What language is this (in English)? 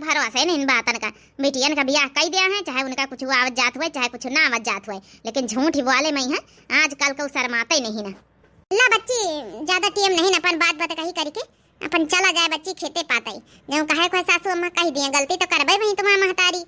Awadhi